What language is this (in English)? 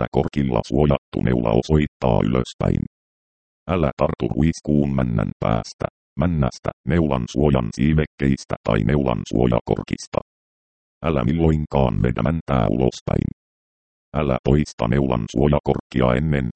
Finnish